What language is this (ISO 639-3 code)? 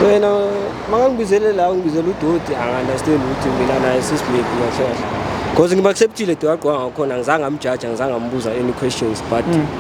zul